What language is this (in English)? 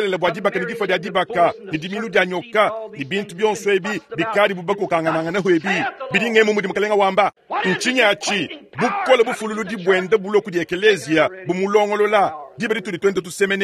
Luba-Lulua